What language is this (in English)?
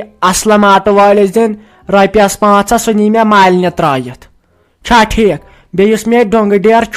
Kashmiri